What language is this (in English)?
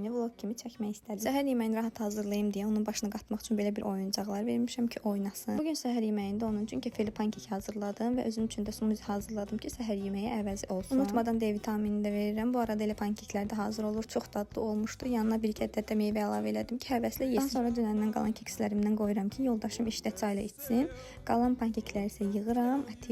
Azerbaijani